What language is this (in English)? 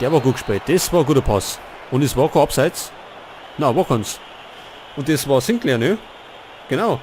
Bavarian